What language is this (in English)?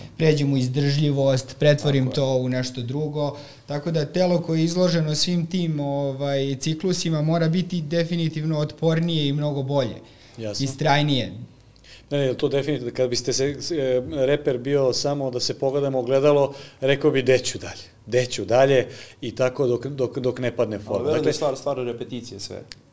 Serbian